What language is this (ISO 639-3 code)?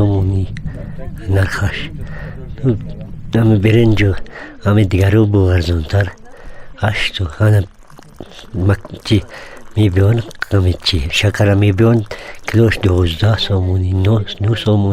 tgk